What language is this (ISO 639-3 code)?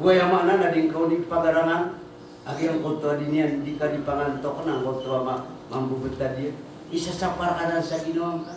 mrw